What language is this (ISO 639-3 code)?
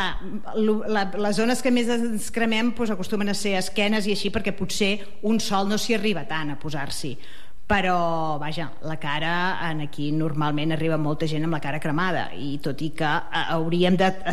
cat